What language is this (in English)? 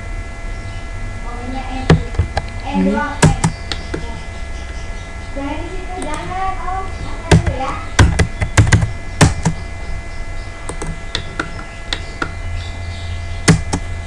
Indonesian